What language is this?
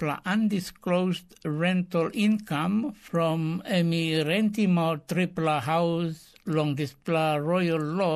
Tok Pisin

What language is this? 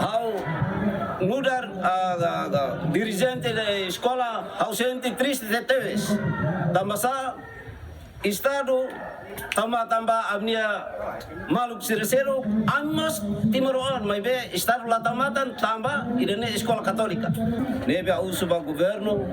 Tetum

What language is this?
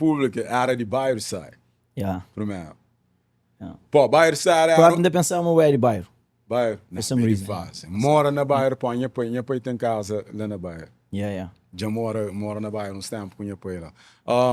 Kabuverdianu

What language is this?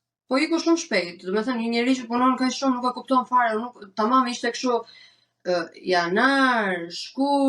Albanian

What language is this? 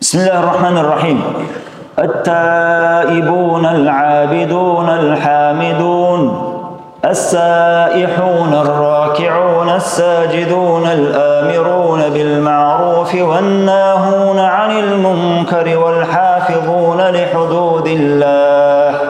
Dargwa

